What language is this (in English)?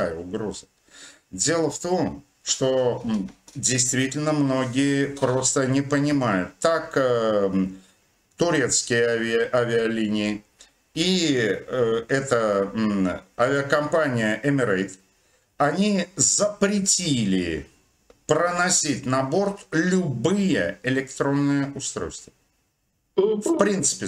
Russian